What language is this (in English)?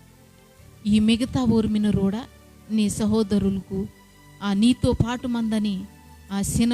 Koya